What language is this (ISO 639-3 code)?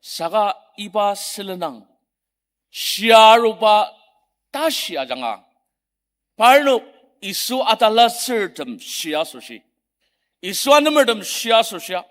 njo